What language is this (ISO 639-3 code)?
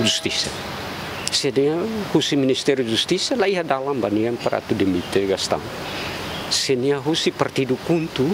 tet